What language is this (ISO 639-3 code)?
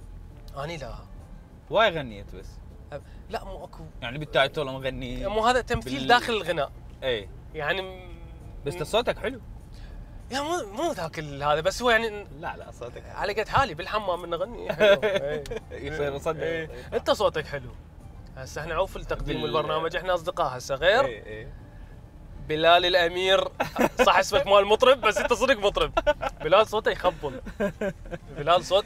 acm